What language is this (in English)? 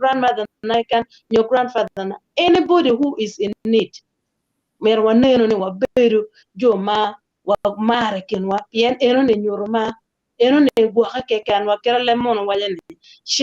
Acoli